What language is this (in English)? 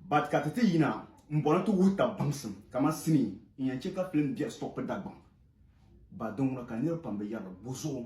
Dagbani